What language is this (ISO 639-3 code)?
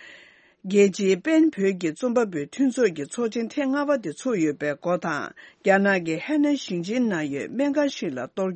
bod